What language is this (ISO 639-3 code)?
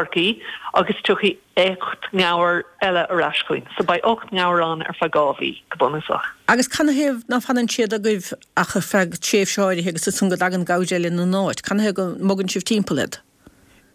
gle